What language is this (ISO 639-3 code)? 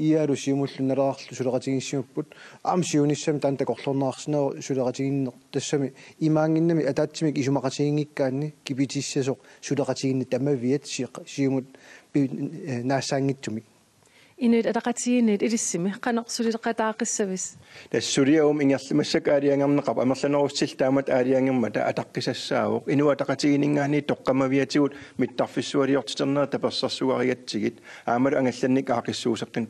kal